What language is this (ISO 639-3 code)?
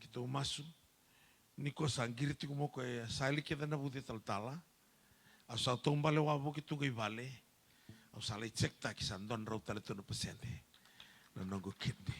fij